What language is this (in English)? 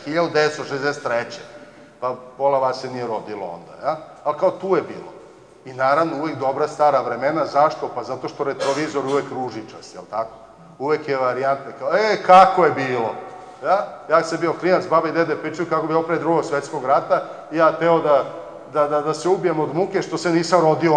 Serbian